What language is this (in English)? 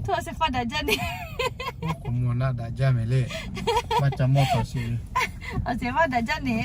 Lahu